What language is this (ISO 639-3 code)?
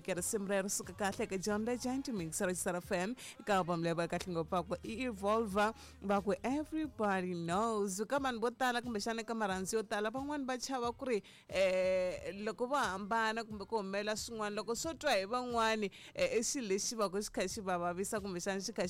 tso